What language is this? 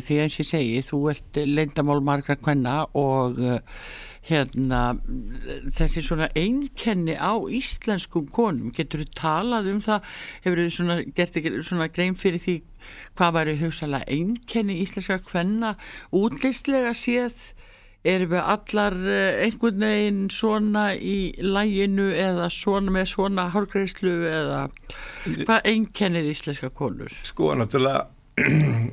Icelandic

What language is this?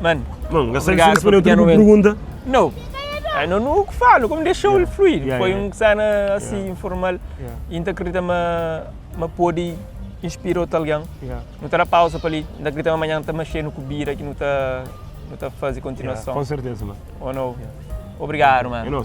Kabuverdianu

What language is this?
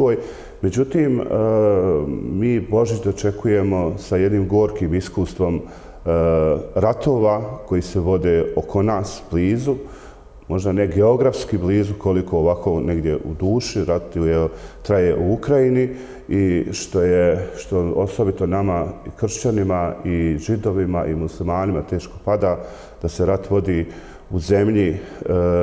Bosnian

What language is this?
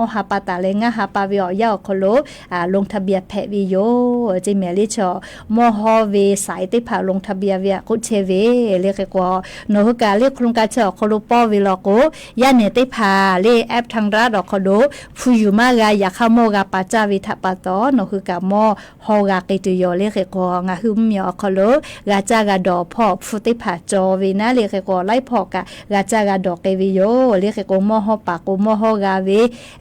Lahu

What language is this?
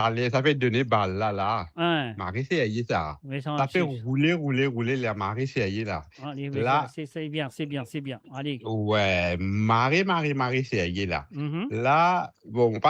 Morisyen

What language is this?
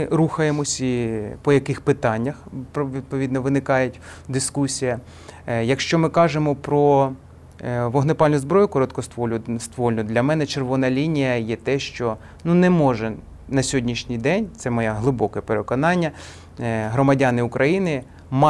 Ukrainian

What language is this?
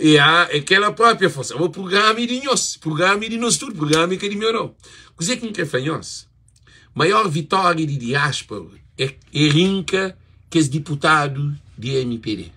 Kabuverdianu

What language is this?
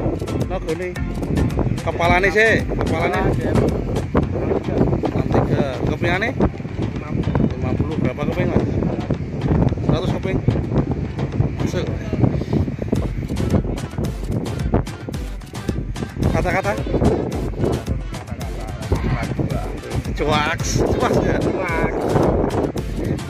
Indonesian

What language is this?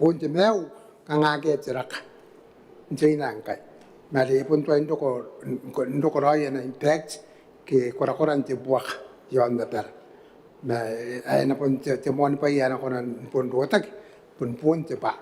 Gilbertese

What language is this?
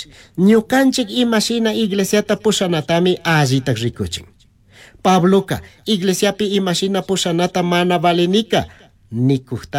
Chimborazo Highland Quichua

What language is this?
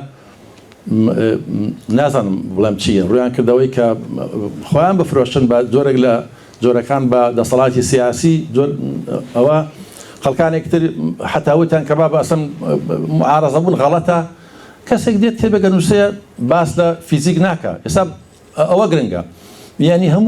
Central Kurdish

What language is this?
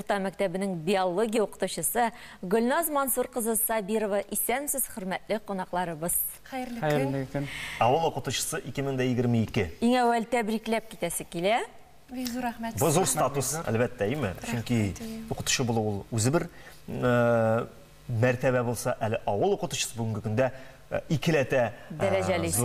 Tatar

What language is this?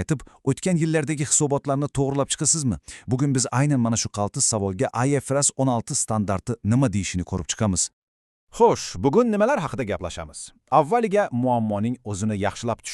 Uzbek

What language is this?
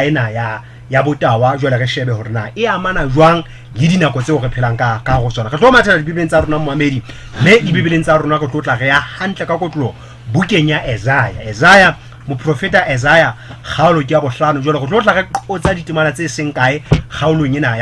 Southern Sotho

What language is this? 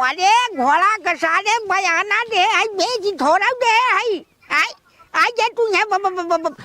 Bhojpuri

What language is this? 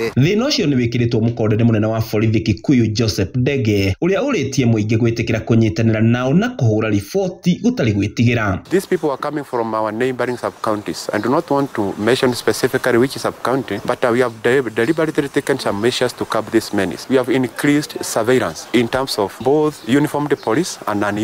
Kikuyu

